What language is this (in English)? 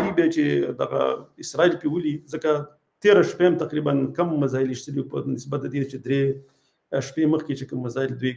Pashto